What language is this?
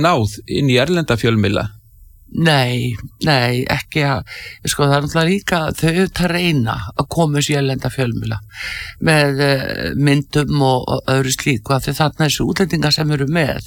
Icelandic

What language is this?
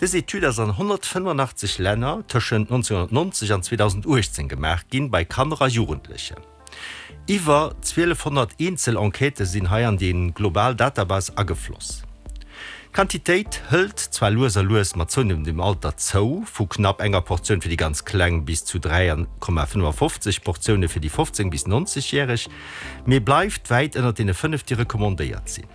Luxembourgish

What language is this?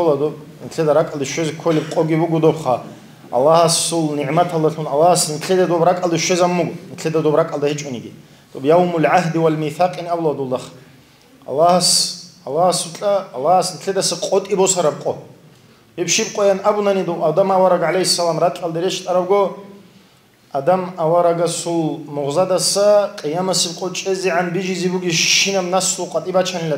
Avaric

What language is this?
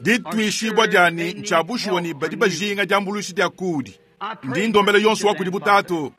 Luba-Lulua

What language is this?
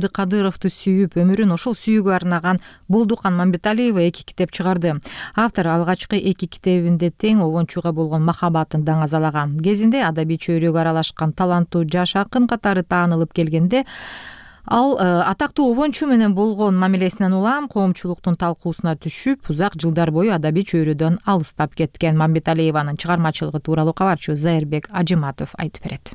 Kyrgyz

